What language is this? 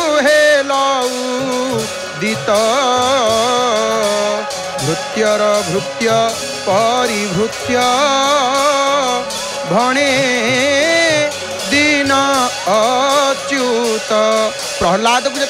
Odia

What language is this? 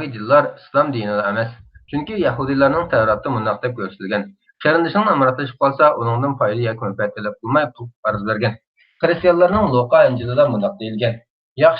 Uyghur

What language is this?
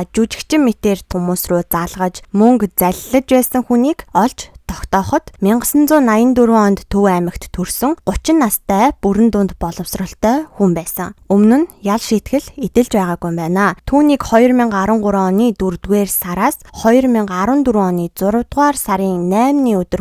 Mongolian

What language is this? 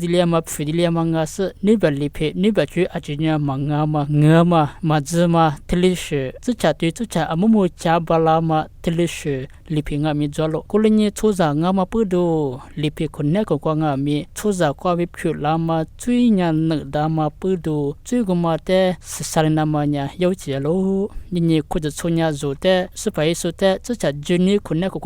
Lisu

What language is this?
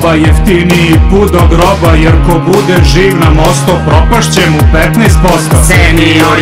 Serbian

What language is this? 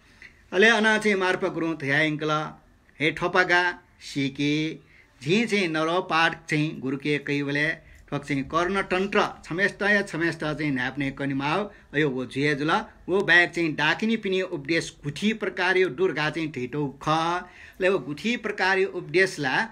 Newari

